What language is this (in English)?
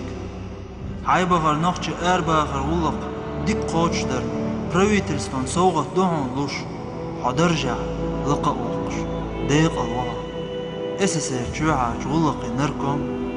Chechen